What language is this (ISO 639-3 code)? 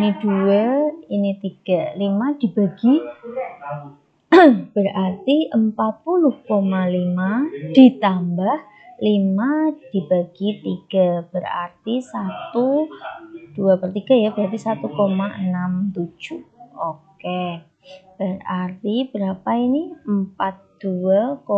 ind